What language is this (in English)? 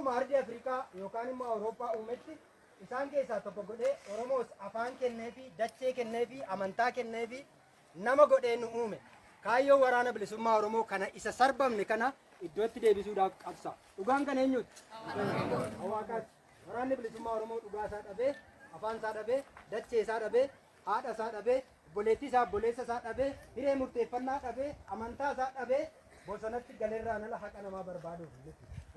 Oromo